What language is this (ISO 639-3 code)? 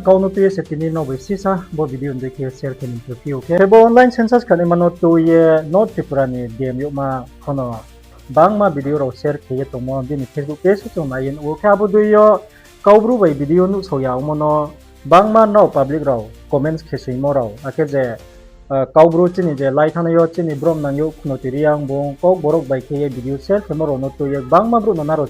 ria